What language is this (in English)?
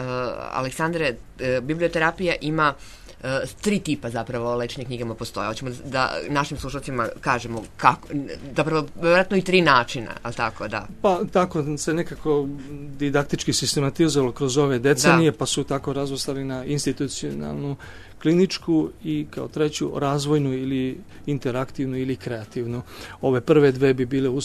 Serbian